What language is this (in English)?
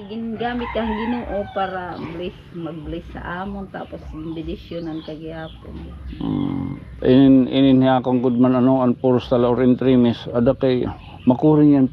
Waray